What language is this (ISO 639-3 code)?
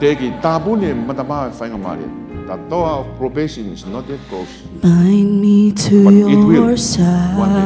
ton